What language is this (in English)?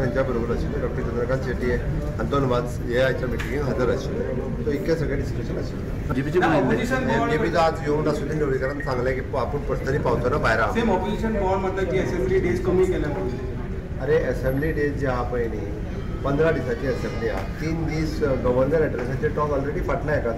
Konkani